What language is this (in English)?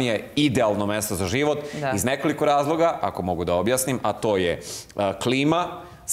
Serbian